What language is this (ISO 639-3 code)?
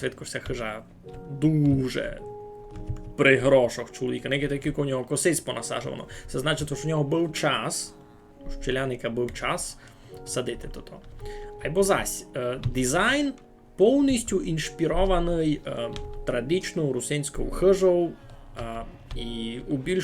rue